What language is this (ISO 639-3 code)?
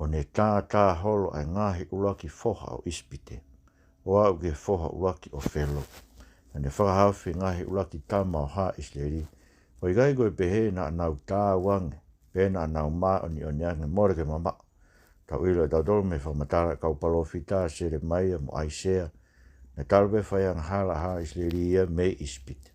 ton